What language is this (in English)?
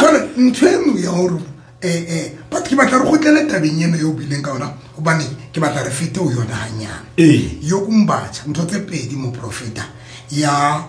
Southern Sotho